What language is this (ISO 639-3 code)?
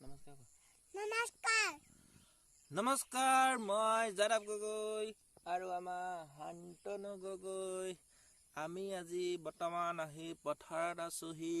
asm